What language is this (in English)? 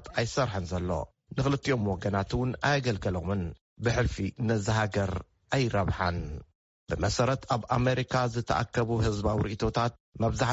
Tigrinya